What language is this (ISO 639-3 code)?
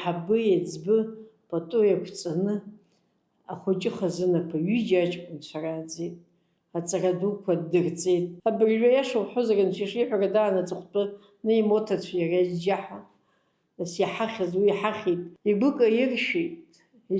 abk